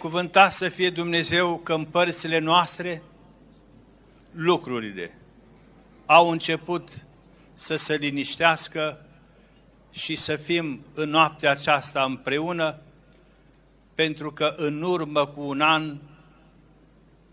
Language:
Romanian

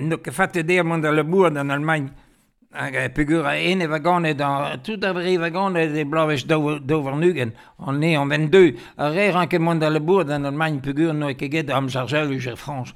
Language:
Breton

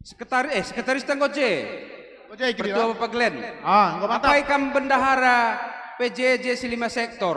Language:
Batak Karo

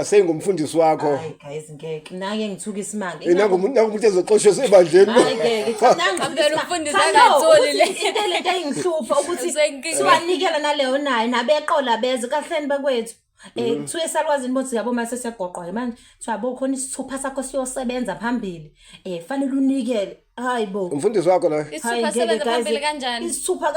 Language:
Zulu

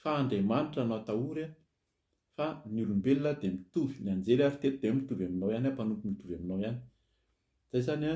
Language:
Malagasy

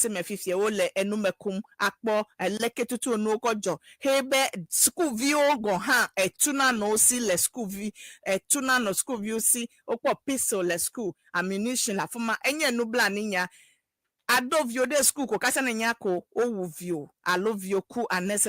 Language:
Ewe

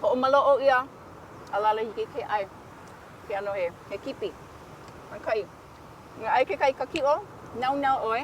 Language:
Hawaiian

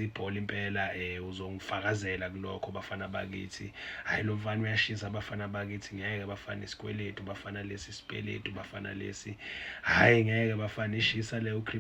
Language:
Zulu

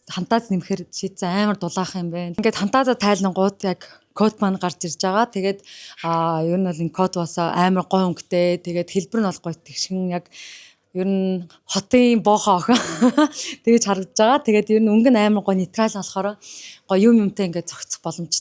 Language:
Mongolian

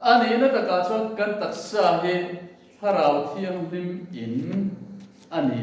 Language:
Mizo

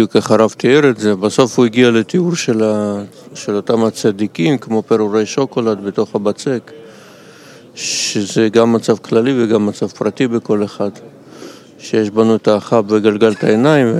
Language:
Hebrew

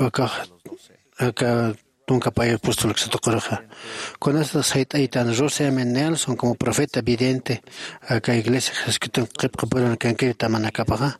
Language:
Aymara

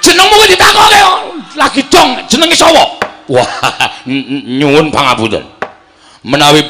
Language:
Javanese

